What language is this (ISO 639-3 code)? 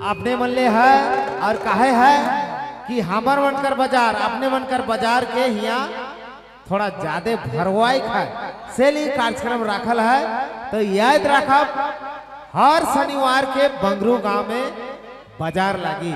sck